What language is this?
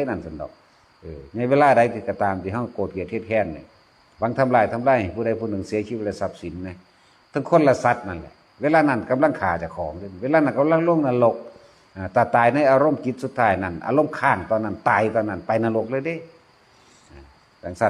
Northeastern Thai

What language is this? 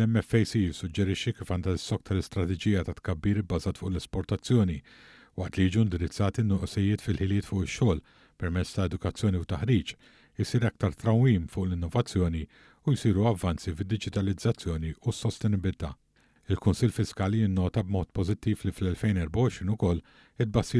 Maltese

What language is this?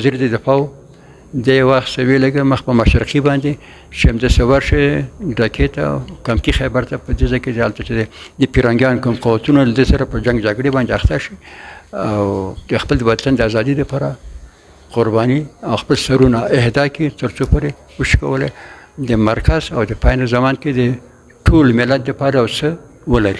Pashto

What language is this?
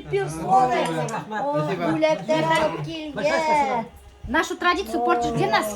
Bashkir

